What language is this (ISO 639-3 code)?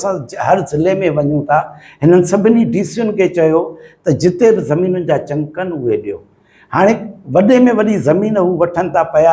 snd